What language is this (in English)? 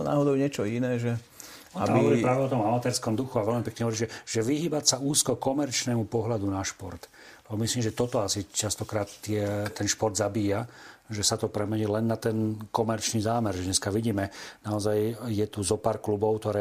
Slovak